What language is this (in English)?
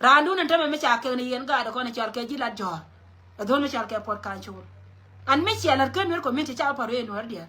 Nuer